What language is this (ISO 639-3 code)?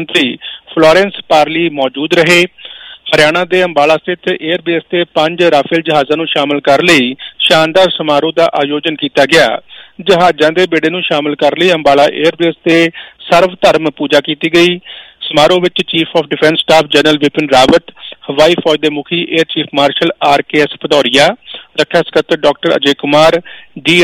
pan